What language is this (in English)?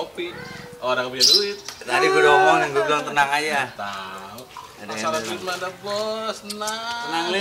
Betawi